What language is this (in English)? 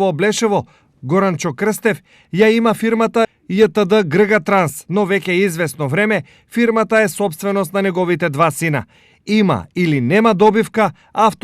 Macedonian